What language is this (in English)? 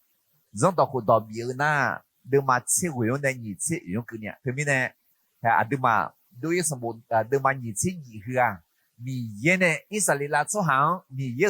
Akha